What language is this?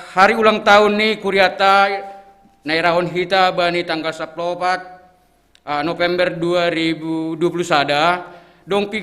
Batak Simalungun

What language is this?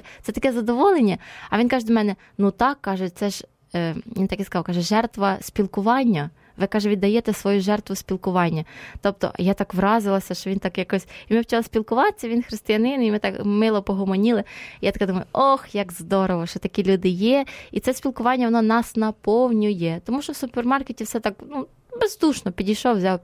Ukrainian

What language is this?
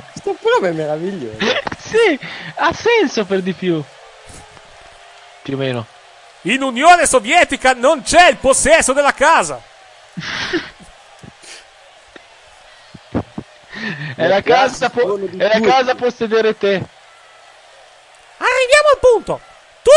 Italian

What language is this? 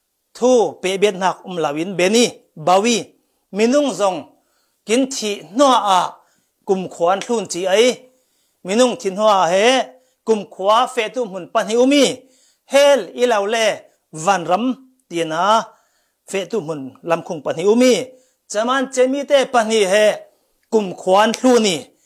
Falam Chin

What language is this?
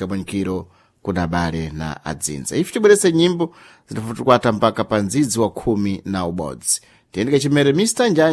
Sena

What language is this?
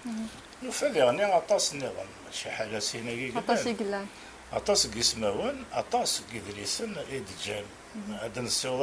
Kabyle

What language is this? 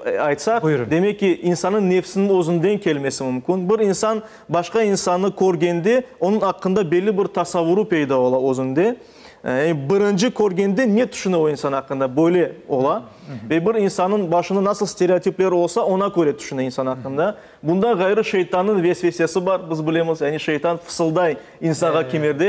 Crimean Tatar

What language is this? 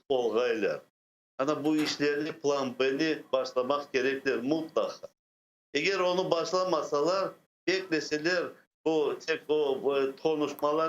Crimean Tatar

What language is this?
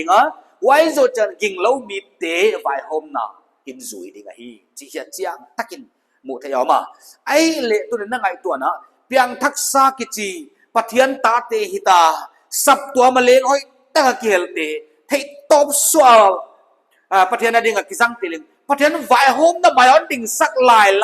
Paite Chin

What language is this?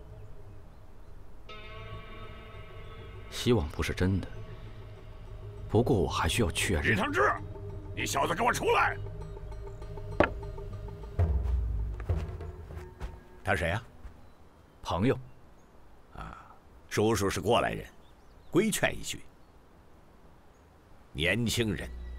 Chinese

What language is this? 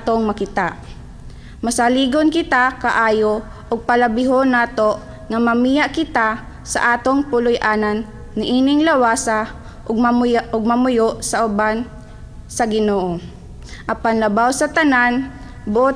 Cebuano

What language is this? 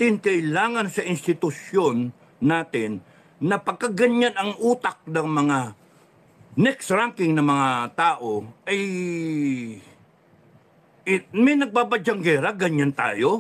Filipino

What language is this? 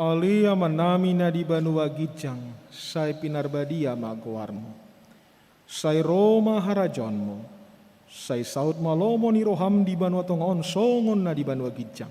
Batak Toba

